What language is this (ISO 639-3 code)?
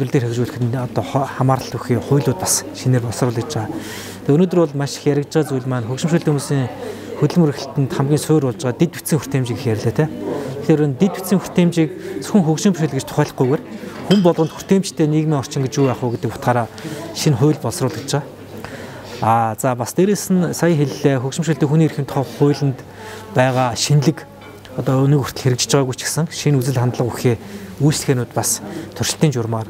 mon